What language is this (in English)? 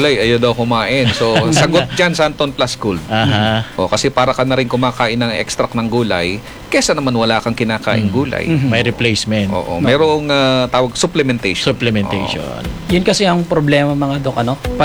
Filipino